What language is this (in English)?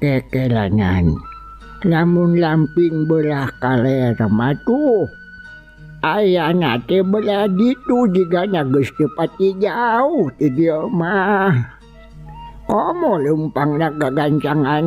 Sundanese